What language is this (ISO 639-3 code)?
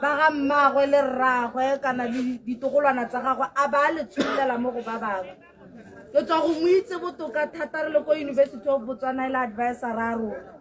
tsn